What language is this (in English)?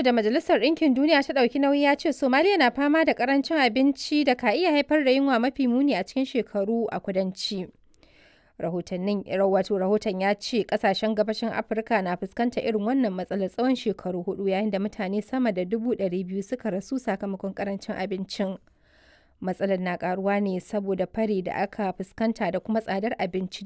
Hausa